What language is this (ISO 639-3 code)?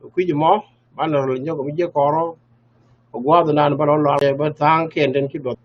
nus